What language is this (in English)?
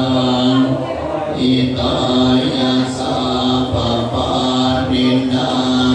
Pali